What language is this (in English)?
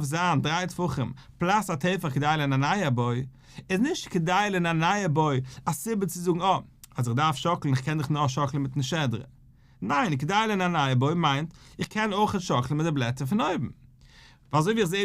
Yiddish